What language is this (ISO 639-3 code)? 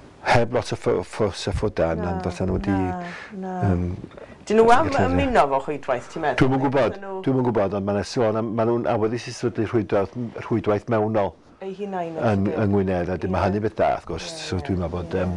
cym